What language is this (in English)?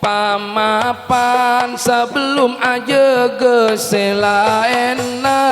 Madurese